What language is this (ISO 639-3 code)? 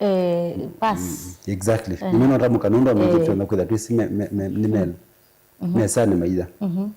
kam